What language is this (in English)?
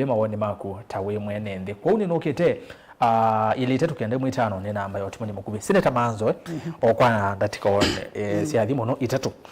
Kamba